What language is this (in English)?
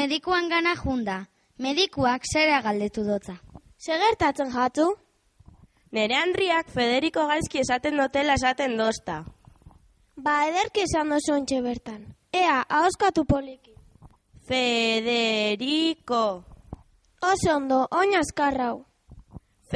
Basque